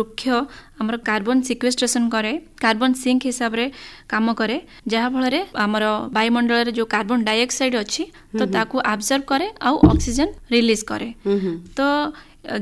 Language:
Odia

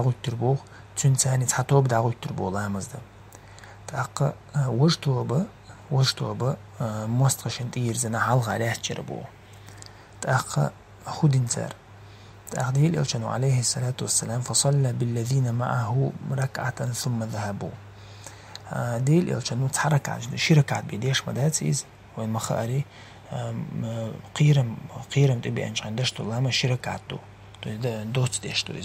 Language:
Chechen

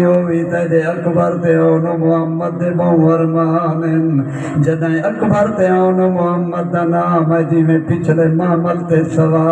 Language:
Saraiki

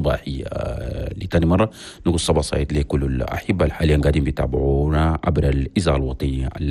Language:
Chadian Arabic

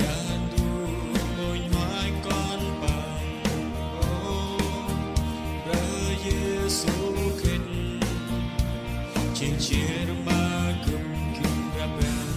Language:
Central Mnong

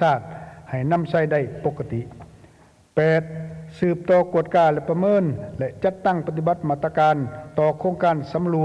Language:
Lao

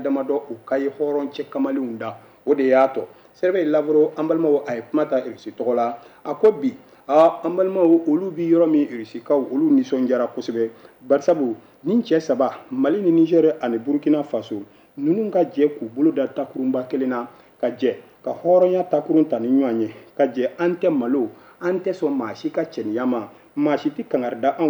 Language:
Bambara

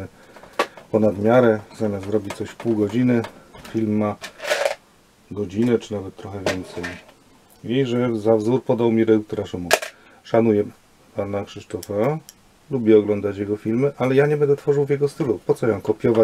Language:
Polish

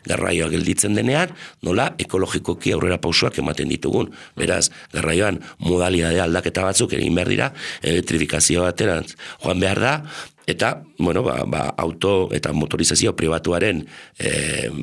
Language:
Basque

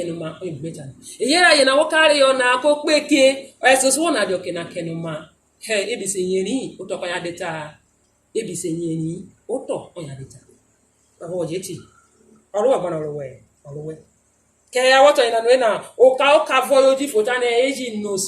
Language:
Urhobo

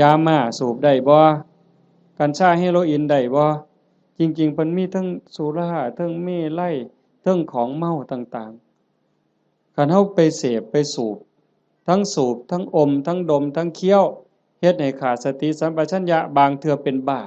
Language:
Northeastern Thai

